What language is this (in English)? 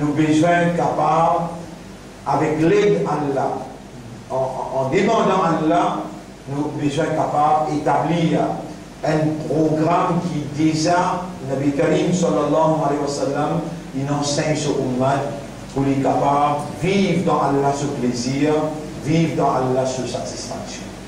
Morisyen